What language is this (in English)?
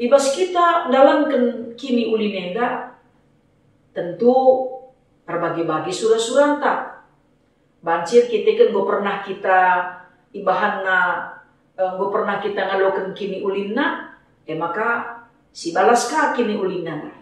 Batak Karo